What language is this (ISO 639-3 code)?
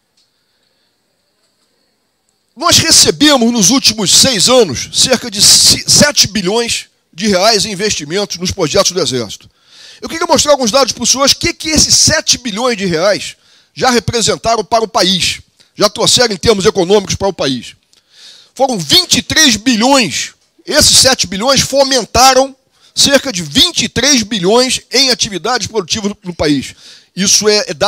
por